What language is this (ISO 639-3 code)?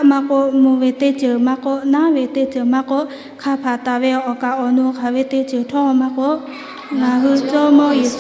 lhu